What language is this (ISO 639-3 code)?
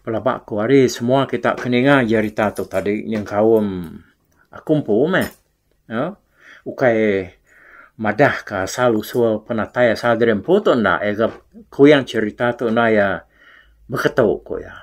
iba